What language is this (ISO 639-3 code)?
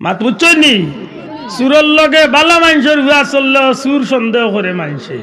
syl